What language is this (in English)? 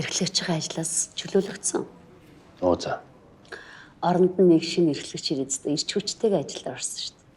Mongolian